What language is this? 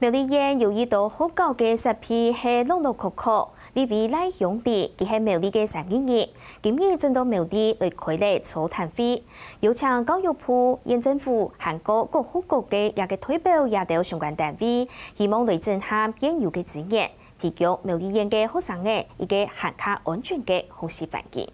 Hakka Chinese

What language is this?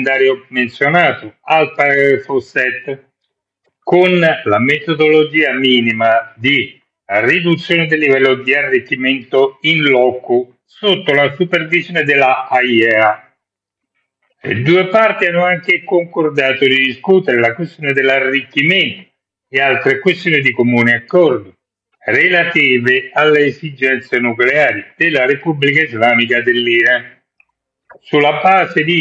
Italian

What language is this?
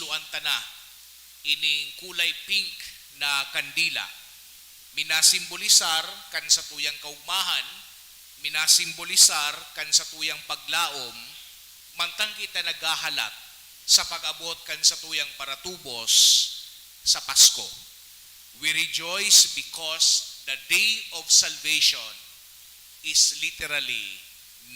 Bikol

